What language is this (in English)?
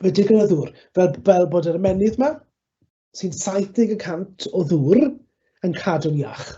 Welsh